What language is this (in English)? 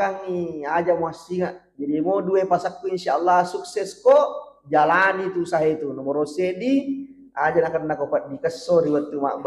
Buginese